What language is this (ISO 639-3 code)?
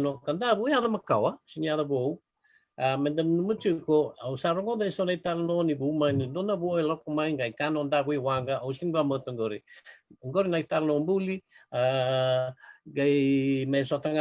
fij